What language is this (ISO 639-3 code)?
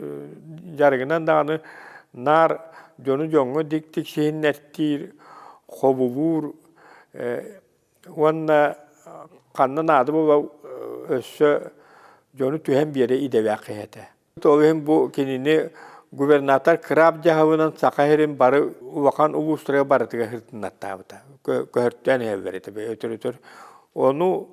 sah